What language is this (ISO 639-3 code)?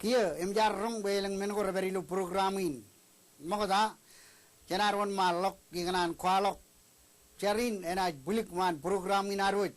mah